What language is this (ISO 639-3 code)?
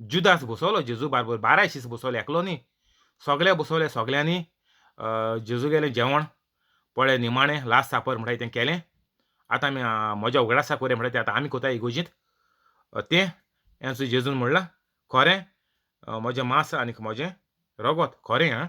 kok